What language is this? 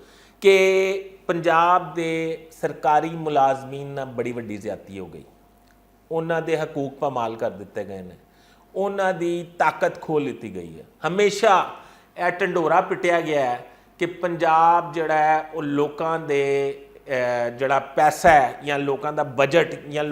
Western Panjabi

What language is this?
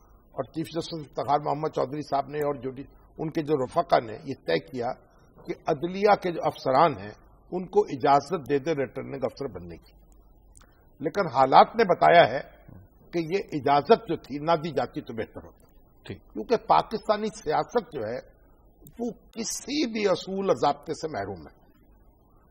Urdu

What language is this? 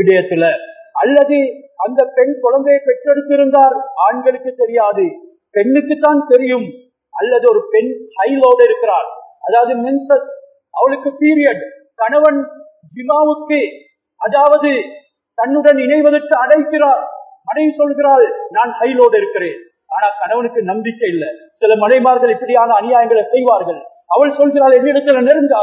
Tamil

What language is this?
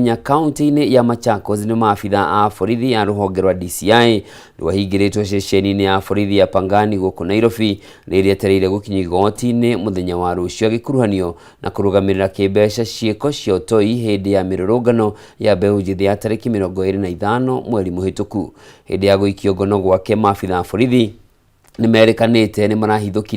Kikuyu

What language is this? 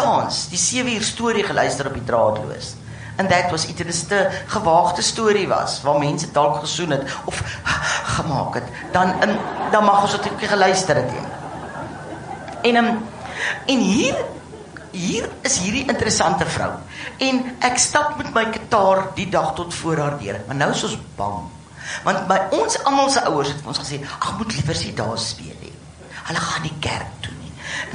Afrikaans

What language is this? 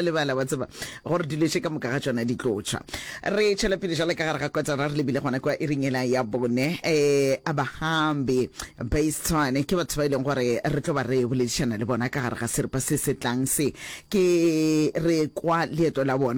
Northern Sotho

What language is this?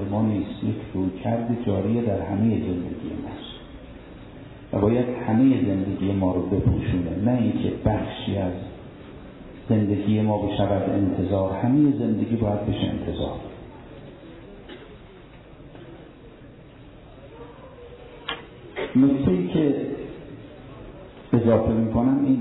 Persian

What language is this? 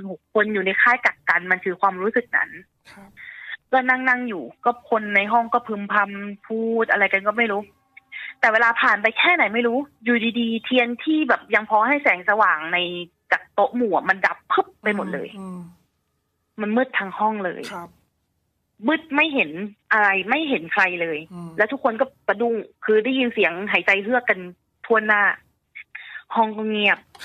Thai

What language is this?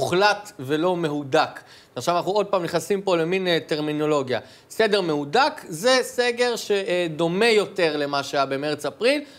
Hebrew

